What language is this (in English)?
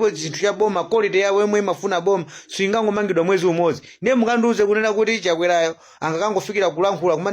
Nyanja